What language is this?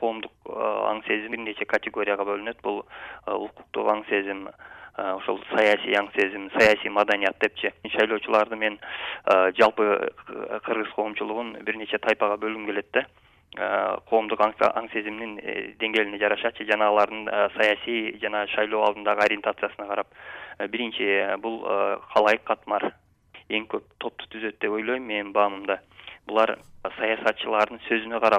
Kyrgyz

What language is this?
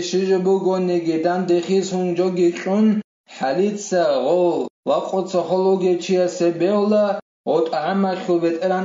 Avaric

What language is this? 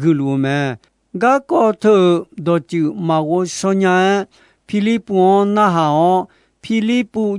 Akha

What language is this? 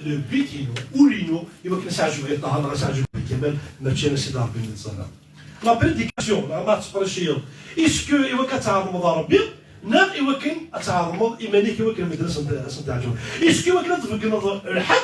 Kabyle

